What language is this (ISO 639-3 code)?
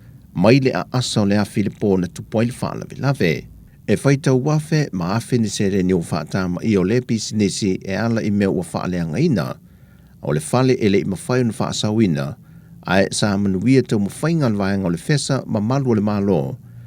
smo